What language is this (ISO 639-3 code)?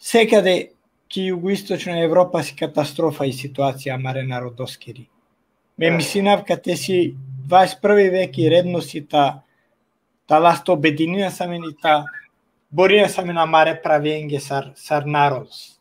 rmn